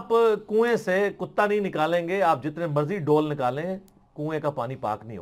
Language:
Urdu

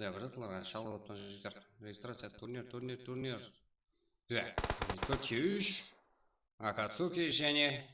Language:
Kara-Kalpak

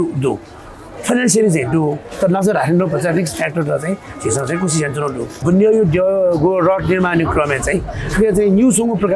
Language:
Newari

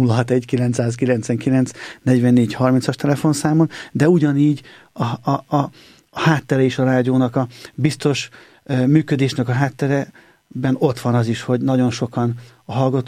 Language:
Hungarian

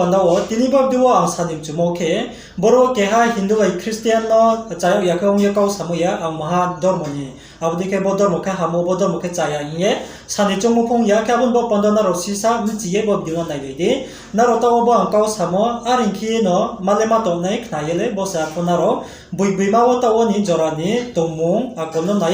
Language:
Riang (India)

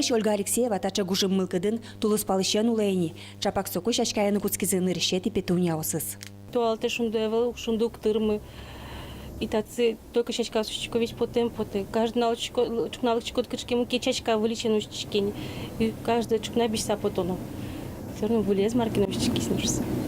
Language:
Udmurt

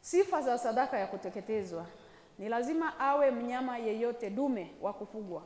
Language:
Swahili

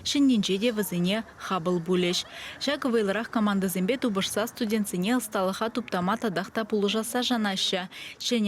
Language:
Chuvash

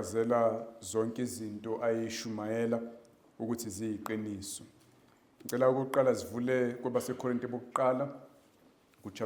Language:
Zulu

